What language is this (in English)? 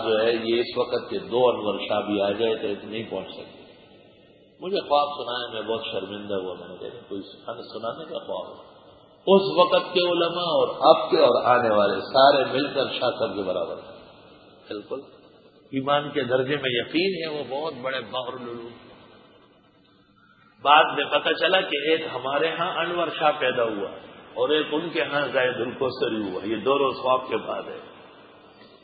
Urdu